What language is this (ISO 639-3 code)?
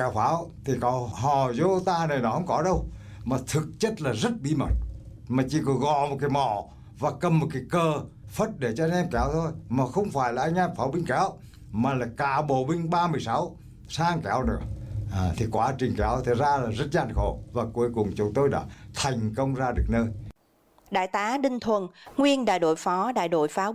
vie